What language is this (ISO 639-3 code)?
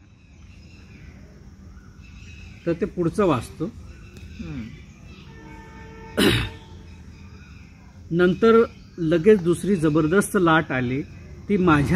mar